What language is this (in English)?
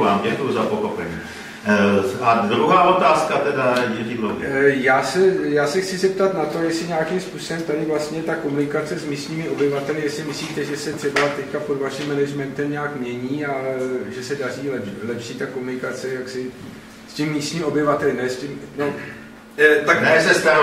Czech